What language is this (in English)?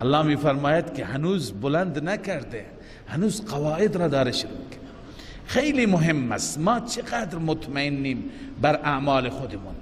Persian